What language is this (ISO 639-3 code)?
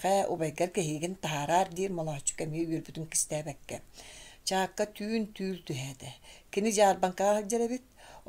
sah